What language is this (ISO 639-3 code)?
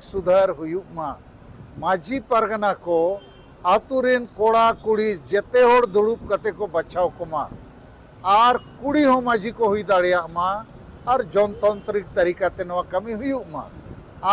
sat